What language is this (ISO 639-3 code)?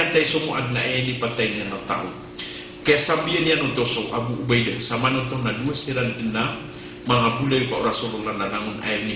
mrw